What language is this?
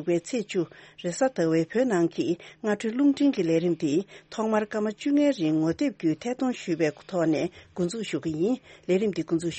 Tibetan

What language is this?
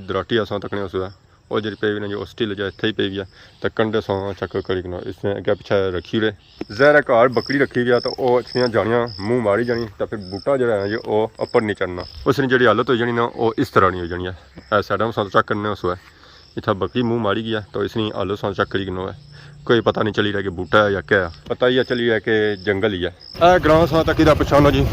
Pahari-Potwari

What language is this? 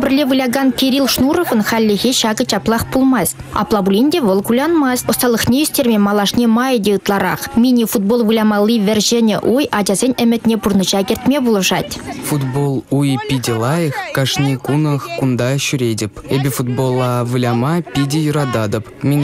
Chuvash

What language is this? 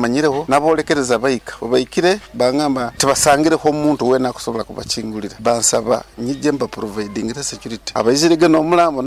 Nyoro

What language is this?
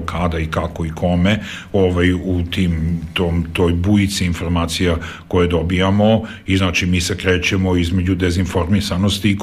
Serbian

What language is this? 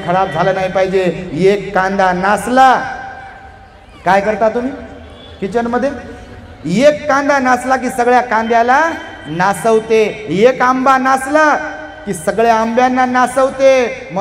Marathi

